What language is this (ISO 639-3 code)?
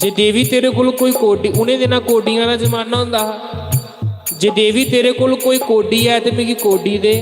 doi